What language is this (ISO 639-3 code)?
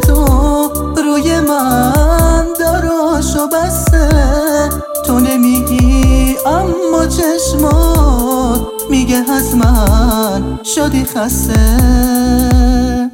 fas